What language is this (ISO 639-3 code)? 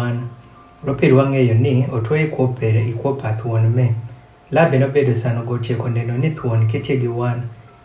adh